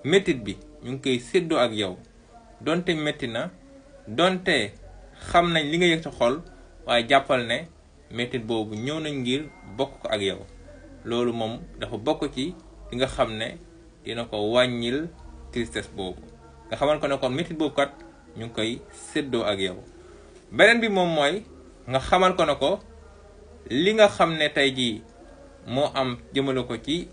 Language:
Wolof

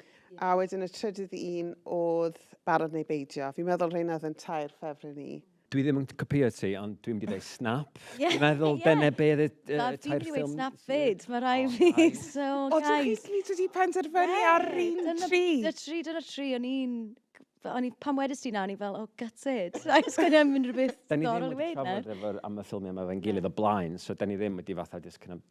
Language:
Welsh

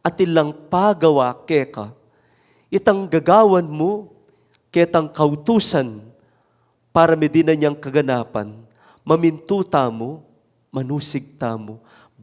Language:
Pampanga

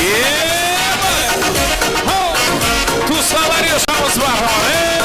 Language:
Kara-Kalpak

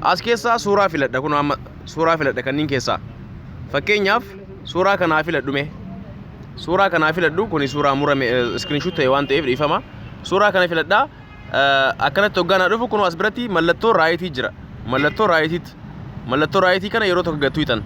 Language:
Oromo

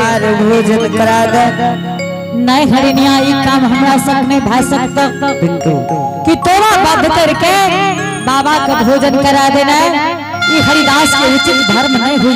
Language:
Angika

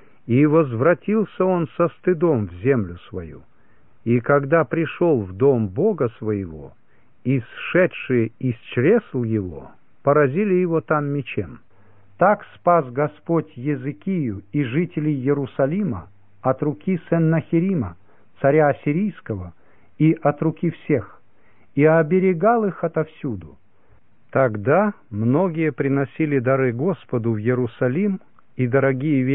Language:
Russian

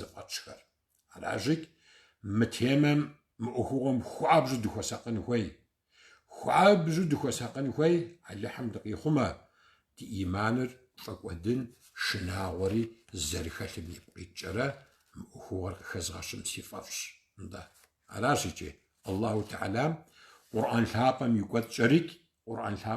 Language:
Kabardian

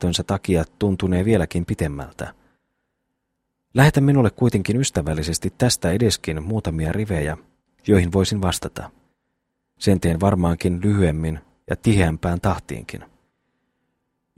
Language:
Finnish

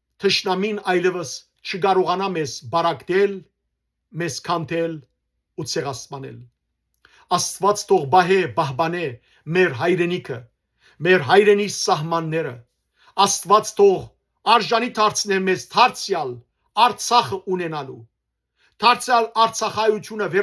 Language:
Western Armenian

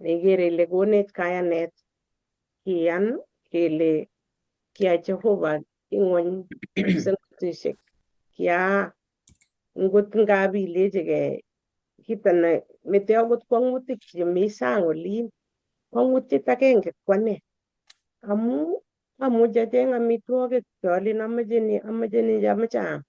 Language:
Kalenjin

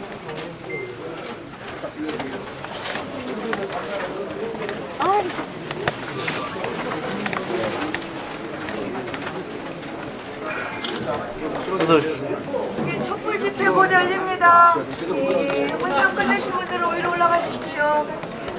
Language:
Korean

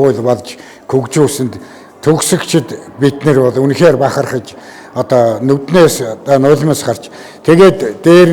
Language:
Mongolian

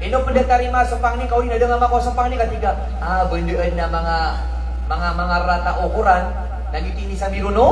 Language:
Maranao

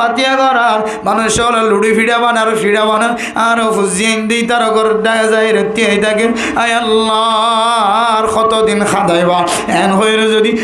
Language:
Rohingya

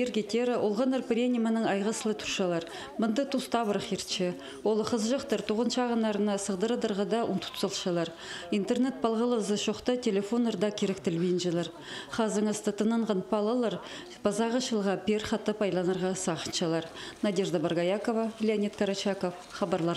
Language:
Khakas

